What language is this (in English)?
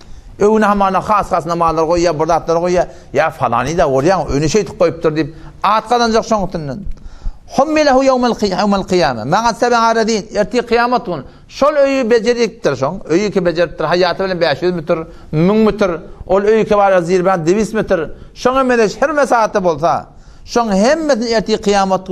Turkmen